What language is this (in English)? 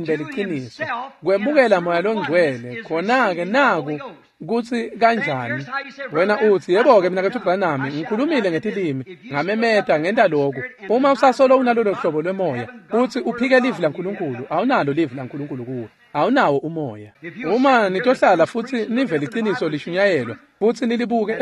Swati